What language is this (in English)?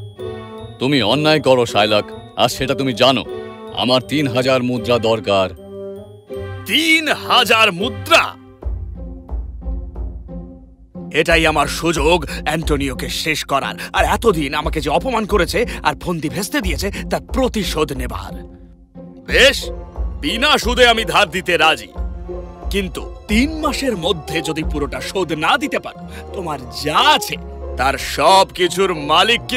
Bangla